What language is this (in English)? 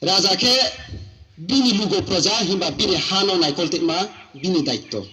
Riang (India)